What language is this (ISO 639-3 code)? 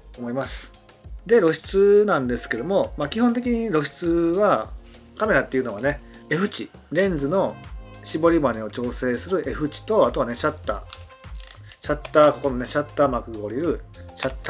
jpn